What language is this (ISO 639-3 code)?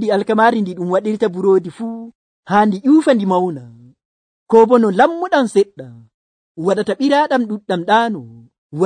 fuv